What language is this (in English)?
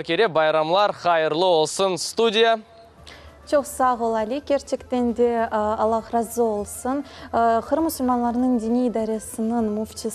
Crimean Tatar